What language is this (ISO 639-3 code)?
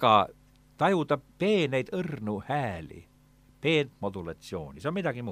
est